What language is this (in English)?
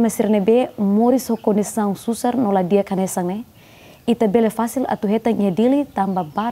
Tetum